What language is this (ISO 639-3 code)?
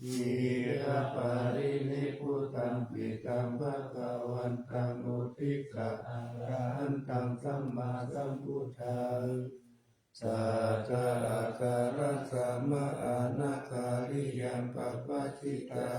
pli